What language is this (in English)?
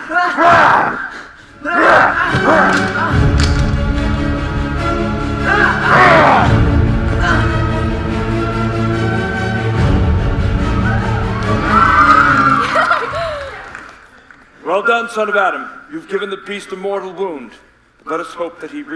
English